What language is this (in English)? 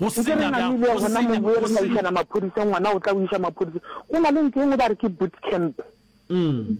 Northern Sotho